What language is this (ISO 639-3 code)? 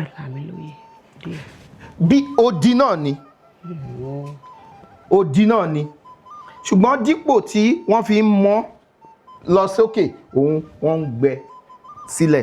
yor